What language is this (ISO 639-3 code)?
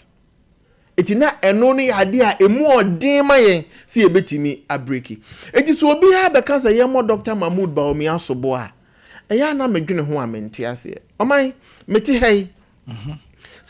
aka